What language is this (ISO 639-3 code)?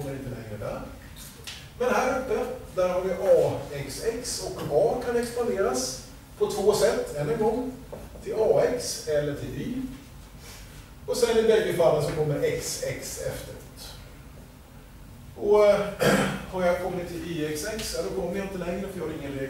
swe